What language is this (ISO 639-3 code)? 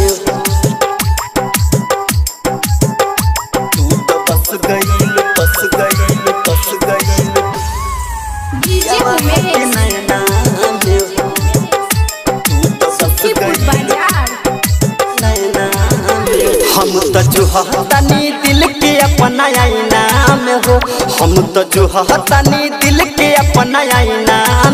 bho